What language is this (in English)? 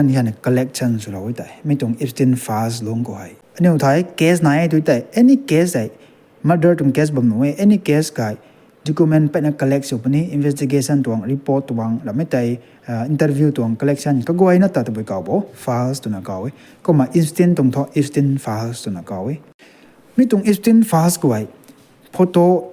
Rongmei Naga